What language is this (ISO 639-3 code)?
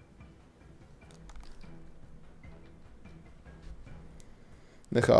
ces